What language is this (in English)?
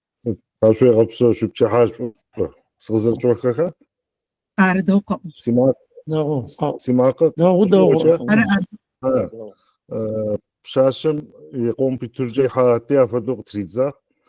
Adyghe